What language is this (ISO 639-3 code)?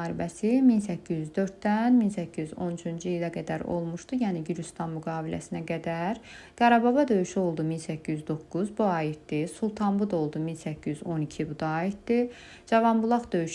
aze